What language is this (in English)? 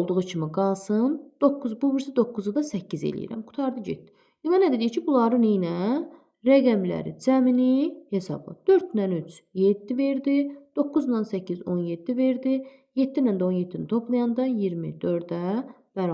Azerbaijani